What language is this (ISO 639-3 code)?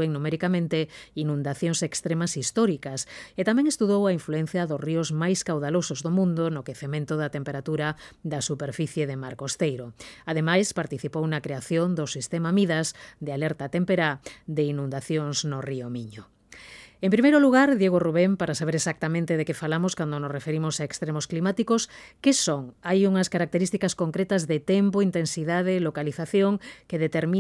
glg